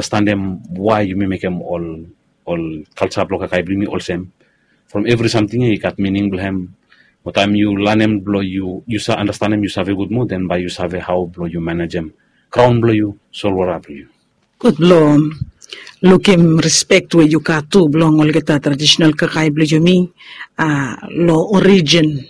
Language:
Bislama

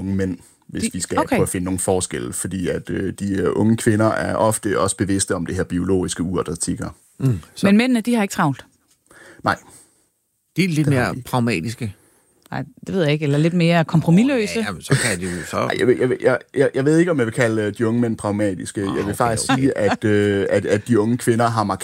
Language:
Danish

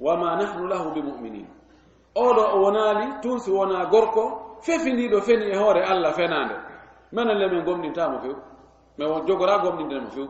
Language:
Fula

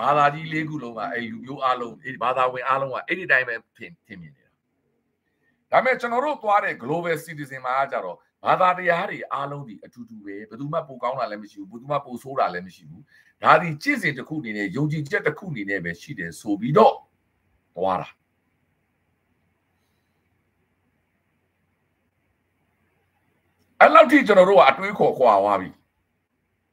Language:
Burmese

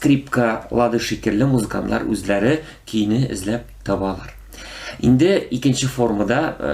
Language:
Tatar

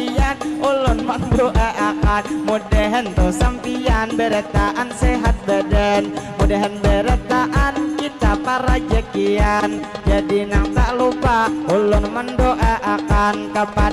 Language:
Banjar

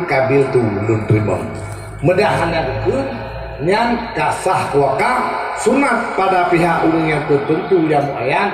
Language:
Achinese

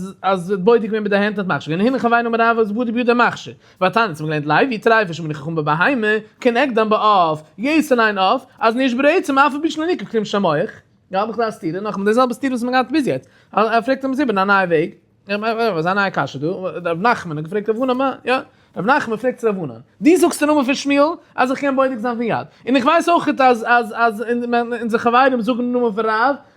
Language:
Yiddish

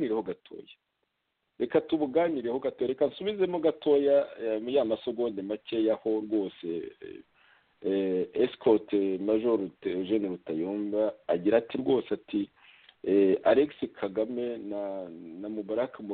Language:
Kinyarwanda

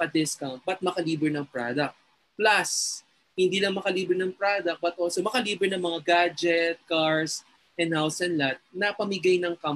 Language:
Filipino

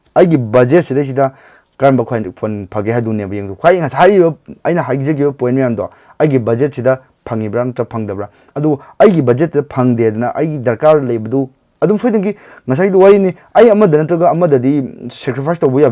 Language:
Manipuri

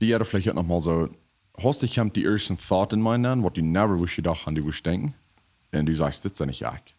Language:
Plautdietsch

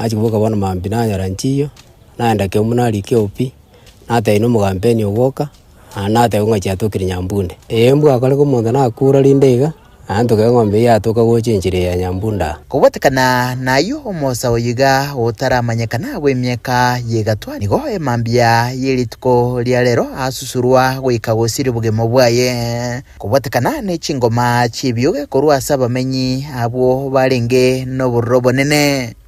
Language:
Gusii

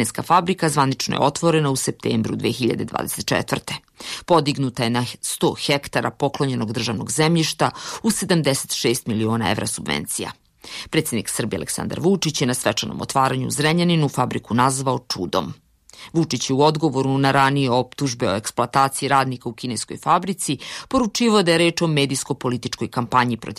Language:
Serbian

